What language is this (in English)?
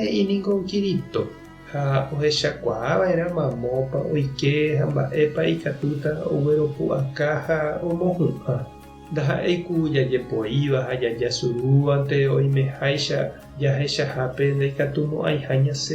Guarani